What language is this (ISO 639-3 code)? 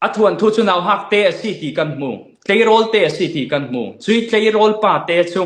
cfm